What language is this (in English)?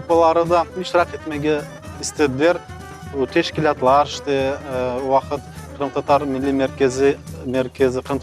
Crimean Tatar